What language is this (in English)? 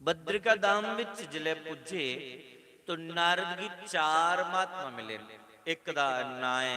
Dogri